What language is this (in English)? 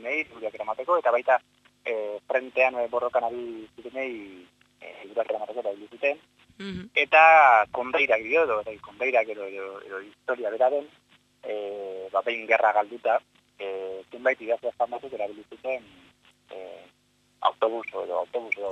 Basque